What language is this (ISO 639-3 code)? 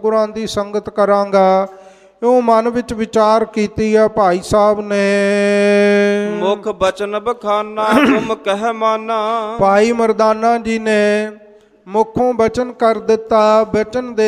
pan